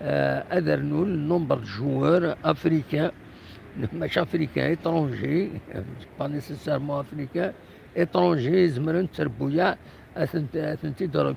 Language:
Kabyle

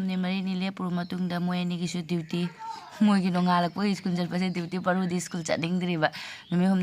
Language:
Manipuri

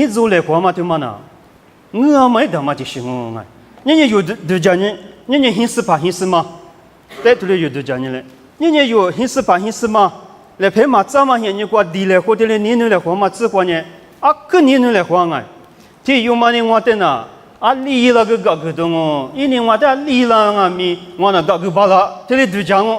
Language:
Lisu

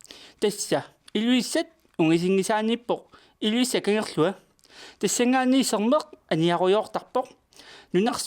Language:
Kalaallisut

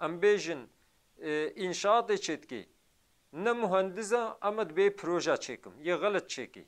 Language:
Kurdish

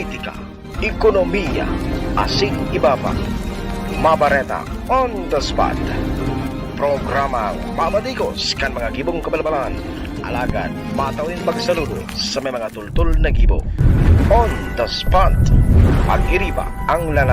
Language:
Bikol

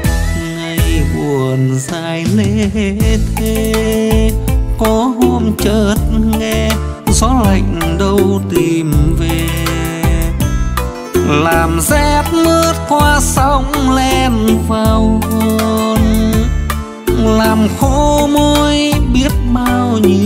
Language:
Vietnamese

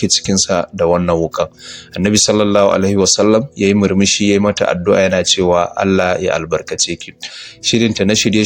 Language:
Hausa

